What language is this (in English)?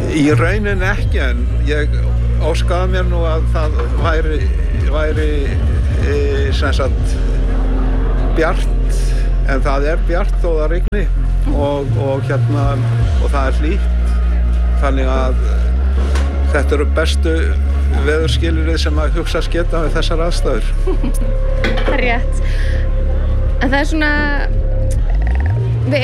Icelandic